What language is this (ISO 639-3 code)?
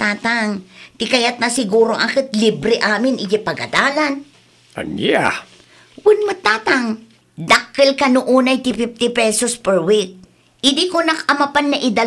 ilo